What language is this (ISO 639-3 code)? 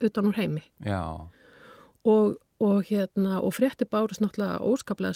isl